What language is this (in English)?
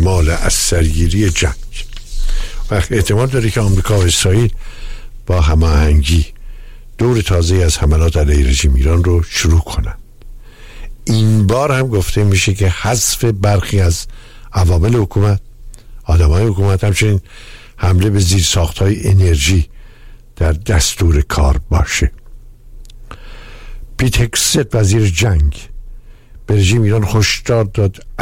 Persian